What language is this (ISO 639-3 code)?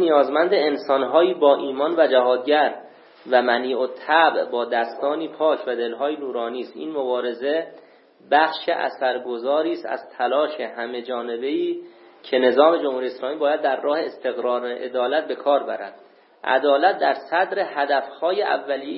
fas